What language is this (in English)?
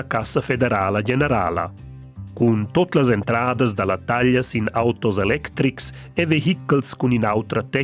Romansh